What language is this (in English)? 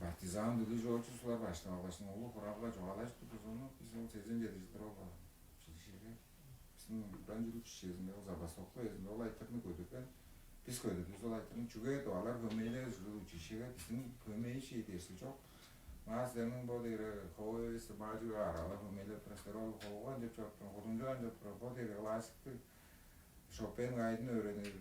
Tuvinian